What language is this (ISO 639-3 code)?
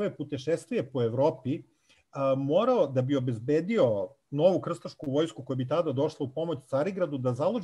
srp